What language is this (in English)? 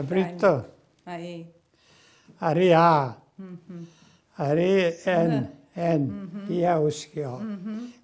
Abkhazian